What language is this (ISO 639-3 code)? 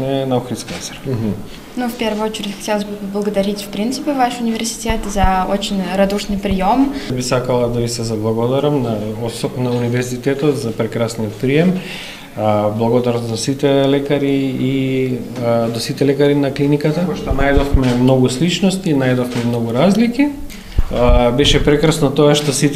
mkd